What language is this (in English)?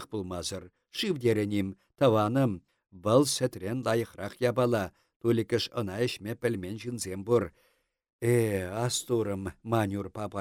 Chuvash